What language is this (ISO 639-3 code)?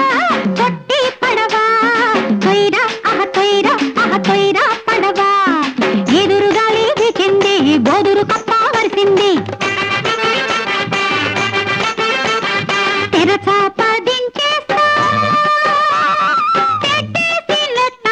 tel